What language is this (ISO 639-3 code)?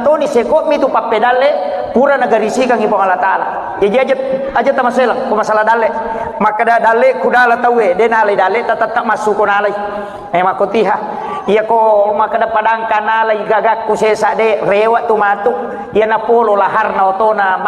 bug